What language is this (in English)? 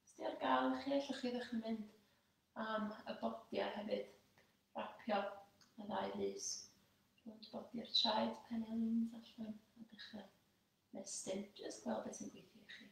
Welsh